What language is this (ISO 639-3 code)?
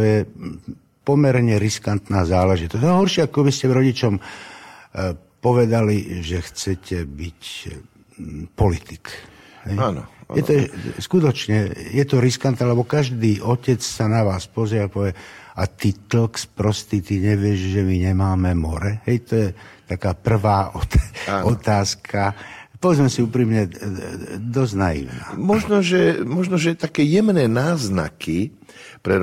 slk